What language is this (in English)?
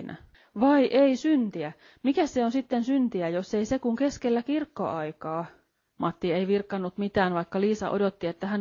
Finnish